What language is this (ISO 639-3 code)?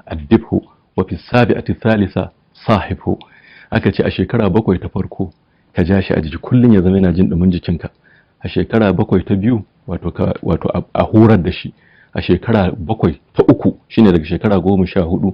hau